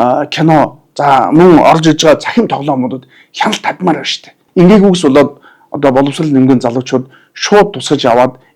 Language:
Mongolian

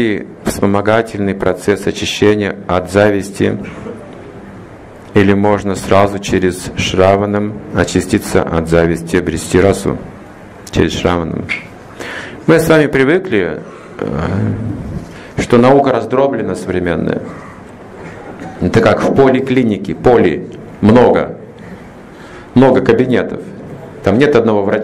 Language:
Russian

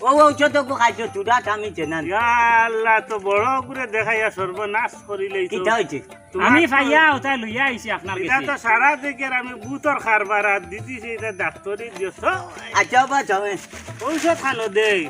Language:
Sylheti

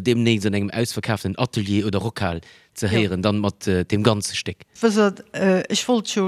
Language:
Luxembourgish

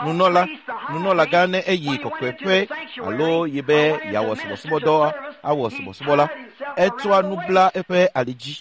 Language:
Ewe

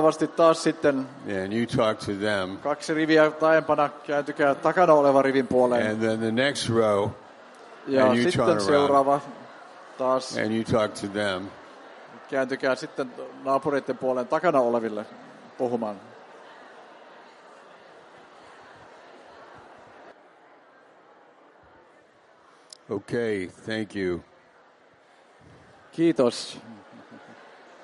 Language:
Finnish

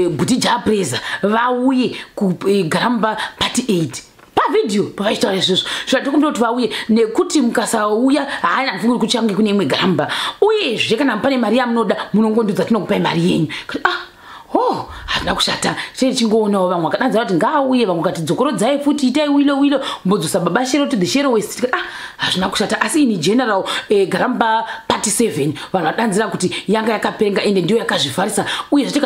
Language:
Shona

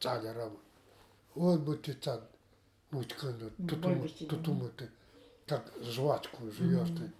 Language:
Nanai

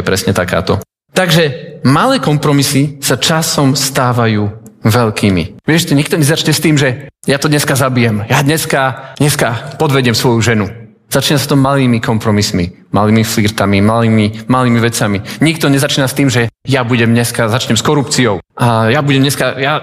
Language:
Slovak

